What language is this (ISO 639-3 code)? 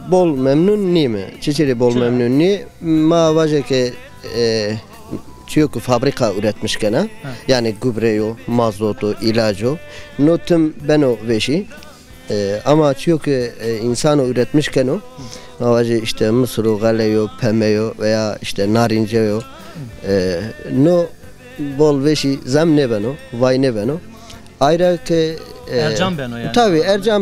zza